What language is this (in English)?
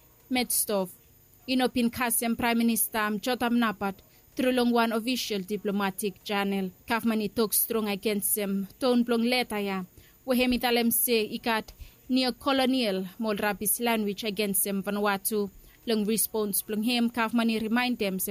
Bislama